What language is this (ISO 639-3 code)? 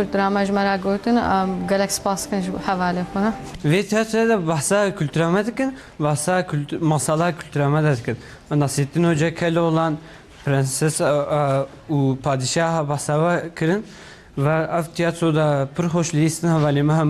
kur